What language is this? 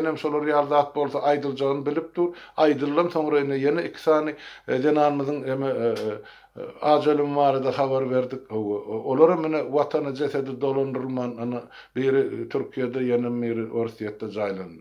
Turkmen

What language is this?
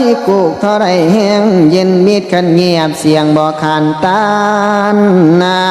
Northeastern Thai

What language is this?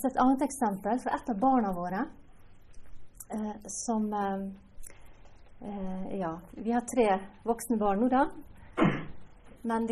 Norwegian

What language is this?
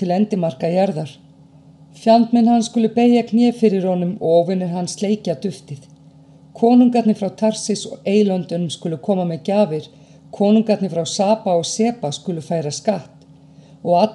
Icelandic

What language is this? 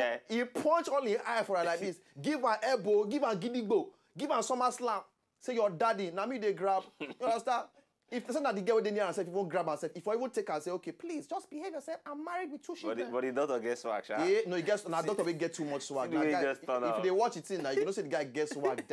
Nigerian Pidgin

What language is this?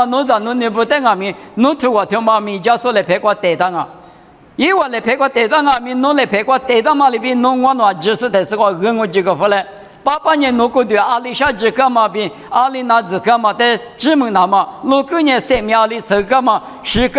Lisu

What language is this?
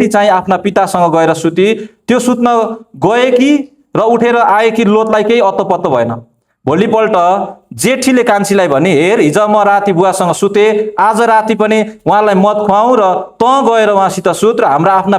Nepali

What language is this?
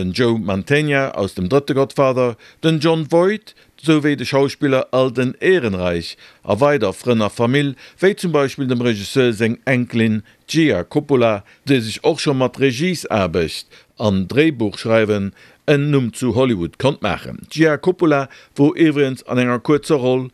Luxembourgish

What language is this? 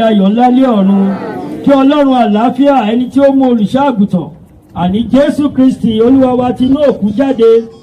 Yoruba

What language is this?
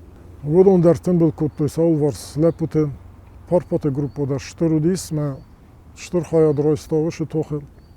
Ossetic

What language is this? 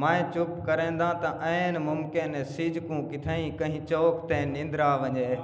Saraiki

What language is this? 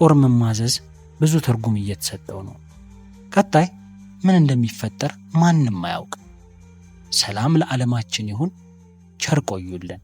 Amharic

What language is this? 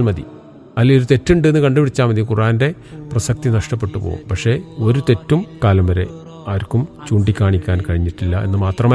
Malayalam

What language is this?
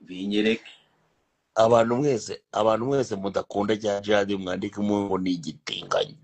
Kinyarwanda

